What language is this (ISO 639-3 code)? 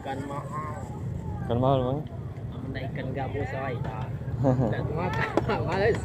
mui